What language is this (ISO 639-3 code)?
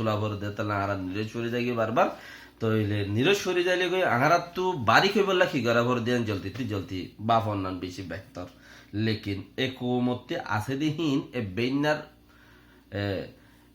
rhg